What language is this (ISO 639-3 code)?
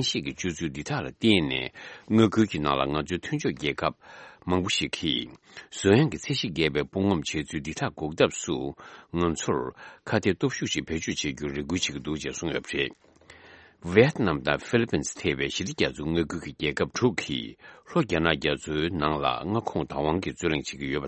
bod